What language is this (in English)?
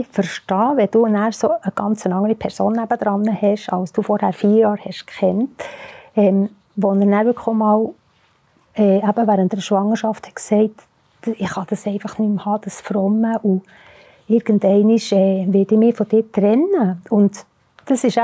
Swiss German